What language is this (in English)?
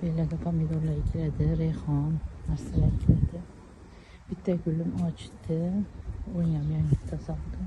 Uzbek